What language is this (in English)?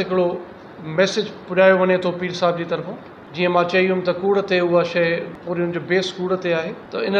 Sindhi